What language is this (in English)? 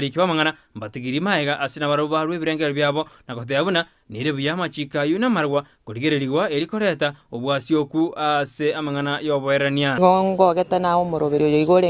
Gusii